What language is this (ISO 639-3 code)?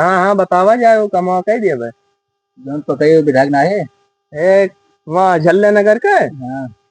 awa